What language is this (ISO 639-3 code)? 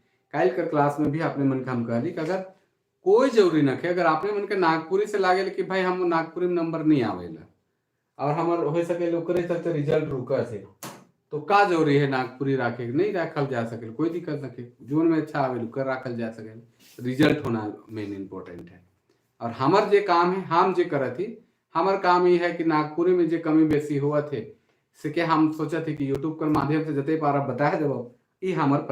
sck